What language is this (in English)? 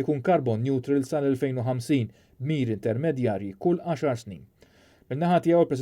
Maltese